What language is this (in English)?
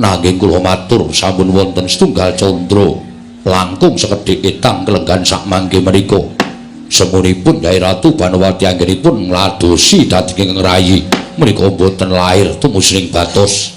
Javanese